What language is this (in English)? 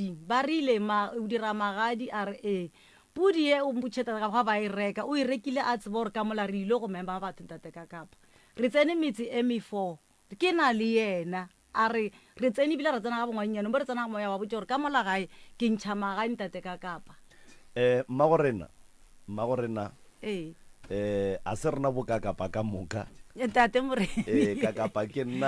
Northern Sotho